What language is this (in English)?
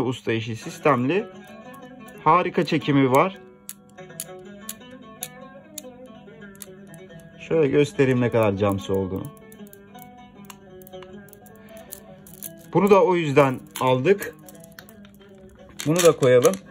Turkish